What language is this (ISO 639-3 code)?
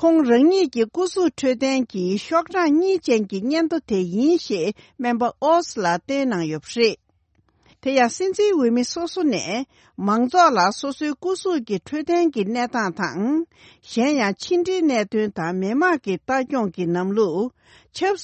bod